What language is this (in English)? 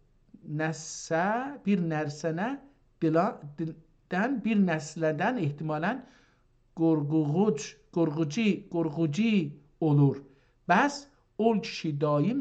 South Azerbaijani